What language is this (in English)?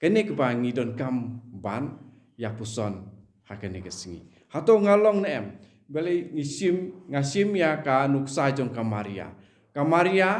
Khasi